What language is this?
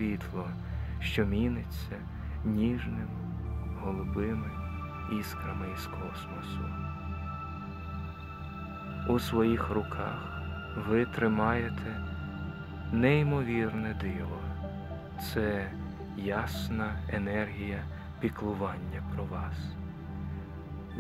Ukrainian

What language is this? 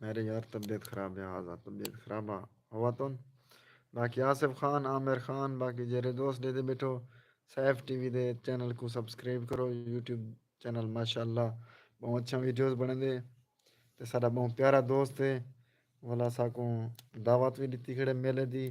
Saraiki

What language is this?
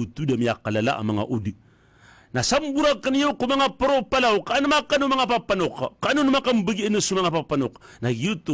Maranao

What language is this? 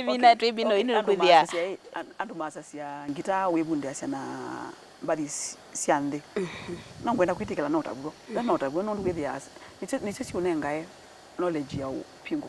Kamba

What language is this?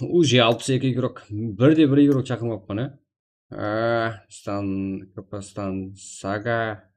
Kara-Kalpak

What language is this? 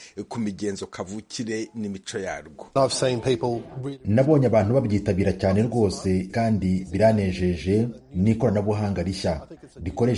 Kinyarwanda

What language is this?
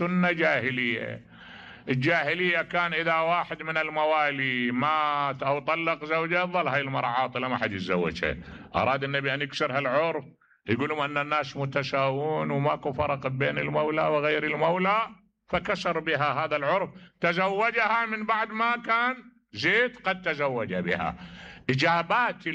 Mesopotamian Arabic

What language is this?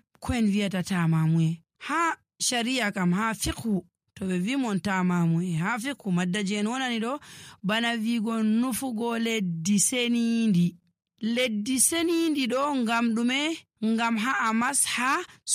Nigerian Fulfulde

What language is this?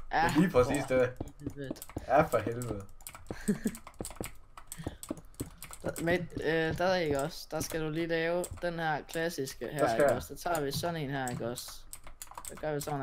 Danish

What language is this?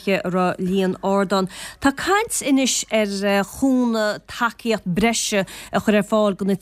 Irish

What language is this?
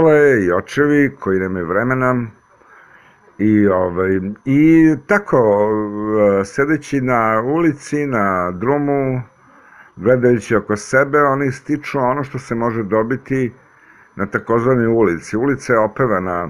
Serbian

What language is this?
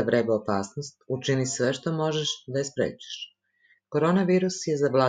Serbian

